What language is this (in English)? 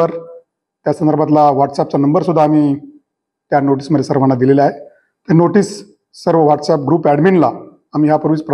Marathi